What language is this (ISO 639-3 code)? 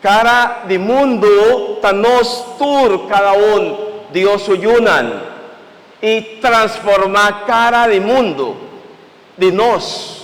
pap